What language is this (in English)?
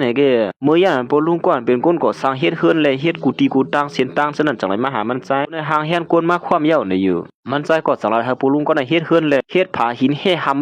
Shan